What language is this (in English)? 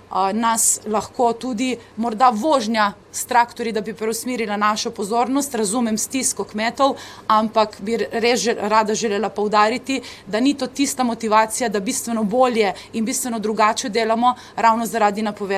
Slovenian